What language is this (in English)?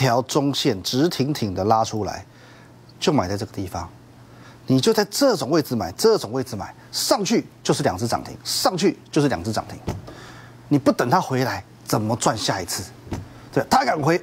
Chinese